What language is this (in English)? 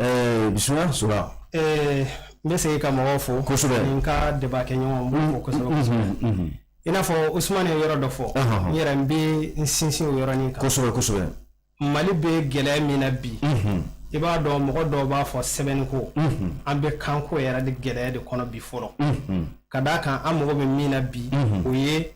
Bambara